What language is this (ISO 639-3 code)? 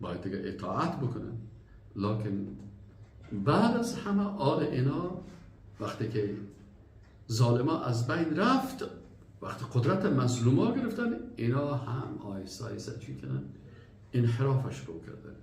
fas